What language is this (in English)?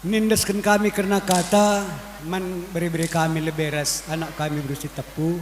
Batak Karo